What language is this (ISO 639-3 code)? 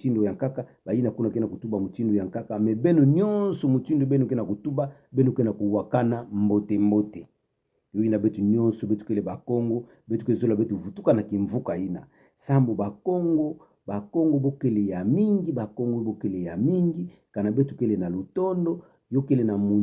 ktu